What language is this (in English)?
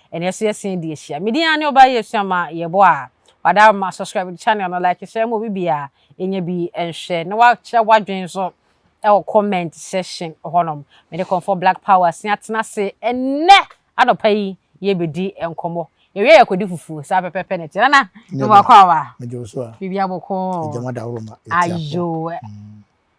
Akan